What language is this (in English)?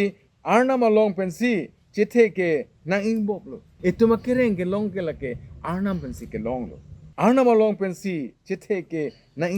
Karbi